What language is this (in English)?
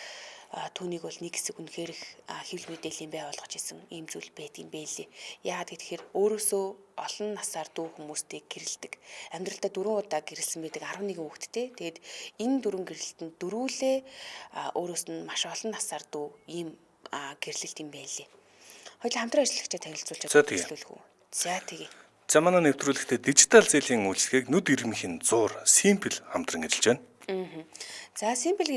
Mongolian